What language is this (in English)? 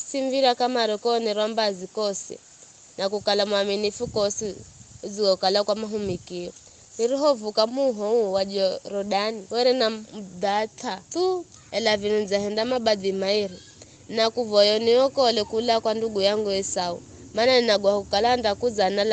Giryama